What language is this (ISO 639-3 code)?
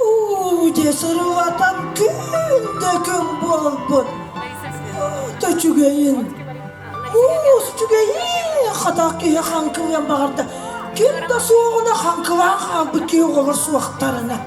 sah